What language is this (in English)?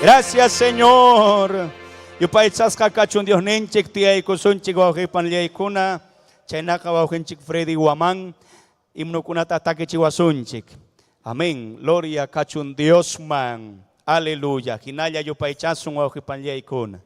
Ayacucho Quechua